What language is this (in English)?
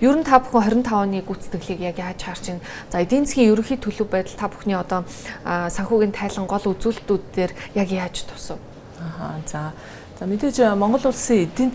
Mongolian